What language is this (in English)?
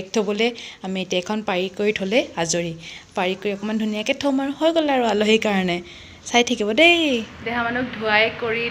Assamese